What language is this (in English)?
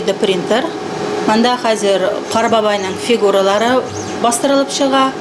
Tatar